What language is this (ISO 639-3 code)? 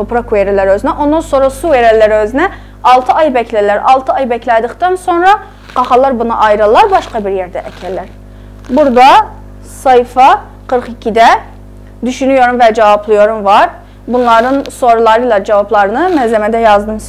azb